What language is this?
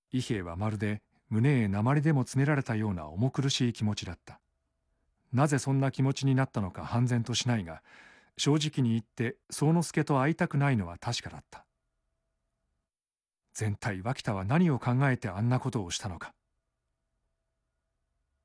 Japanese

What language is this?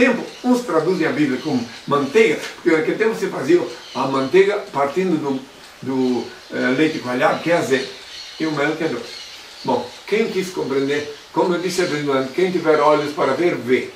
Portuguese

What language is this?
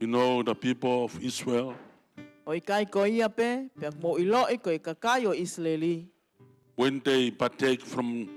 Tongan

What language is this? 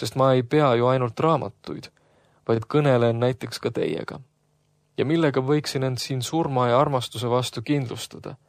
Estonian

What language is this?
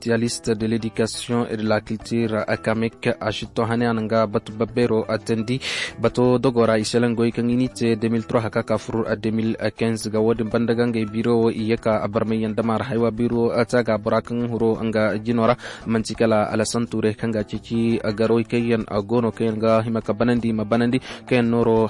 Koyraboro Senni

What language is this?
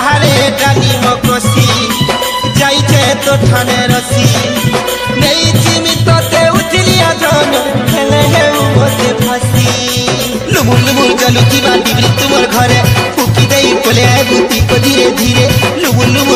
Sambalpuri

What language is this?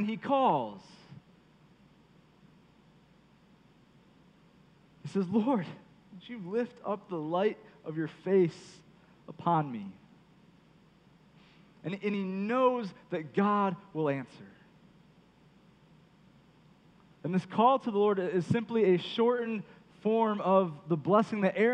English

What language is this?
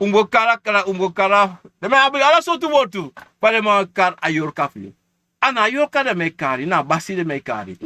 Sranan Tongo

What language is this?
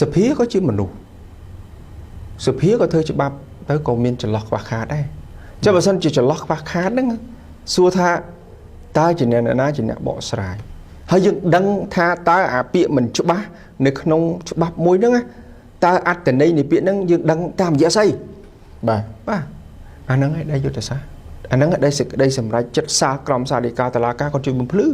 Khmer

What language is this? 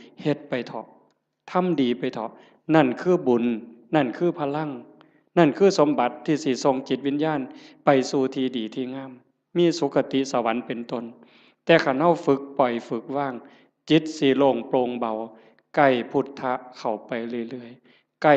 Northeastern Thai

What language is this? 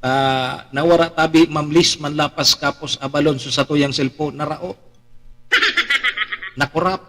Bikol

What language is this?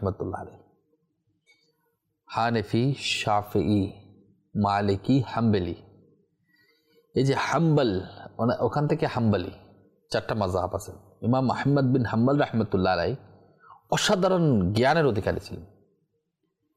Bangla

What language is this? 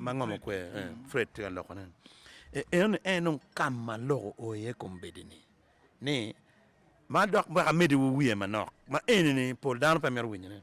Acoli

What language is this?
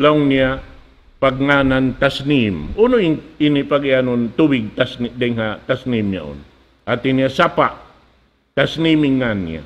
Tausug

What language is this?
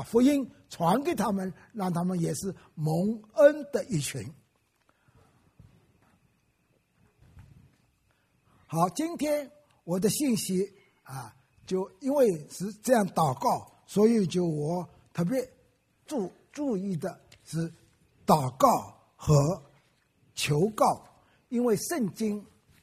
Chinese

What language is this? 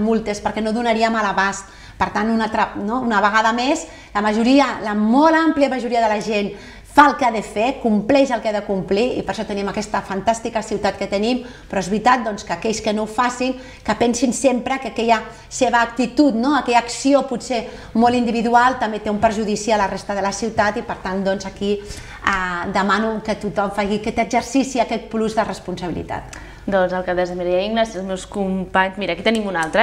Catalan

